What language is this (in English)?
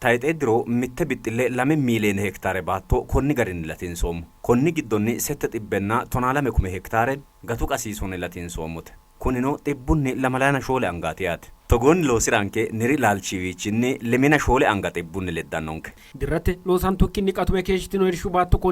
Sidamo